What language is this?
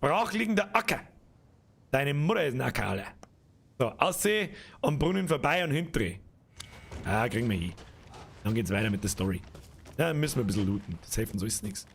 Bavarian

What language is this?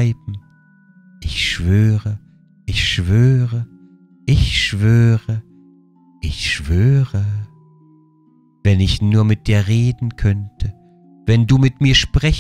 German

